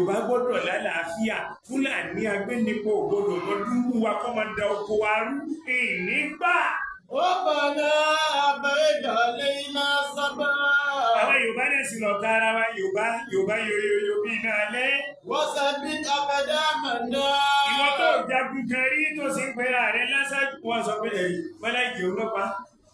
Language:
Yoruba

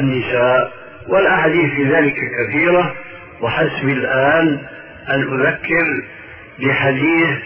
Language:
Arabic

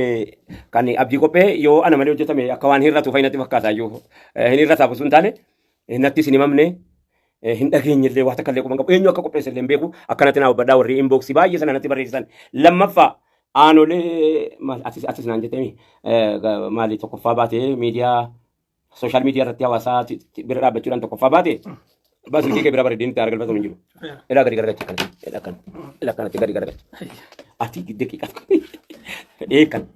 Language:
Oromo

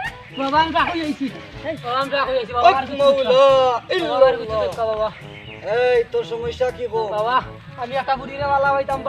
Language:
Sylheti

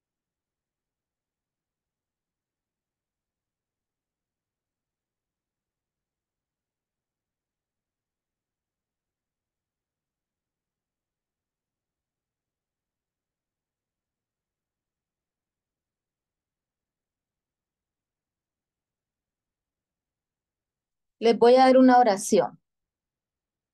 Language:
Spanish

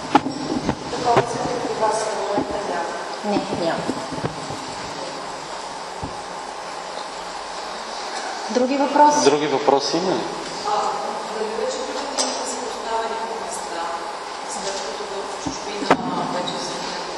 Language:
Bulgarian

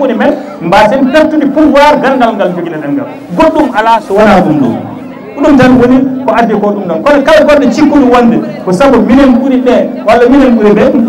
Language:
Fula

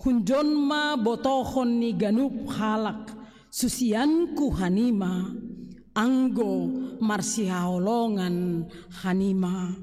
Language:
Batak Simalungun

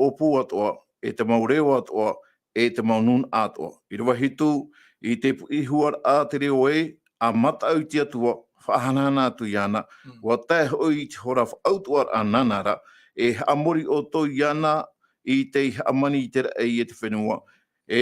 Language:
Tahitian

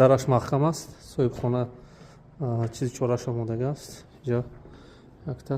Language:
Tajik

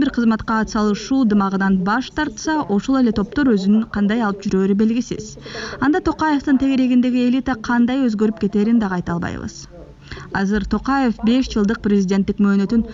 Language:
Kyrgyz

